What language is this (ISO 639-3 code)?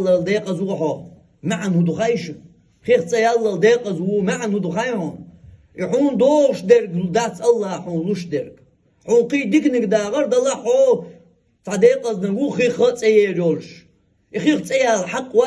che